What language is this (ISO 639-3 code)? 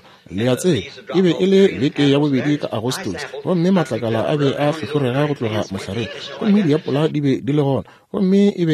nso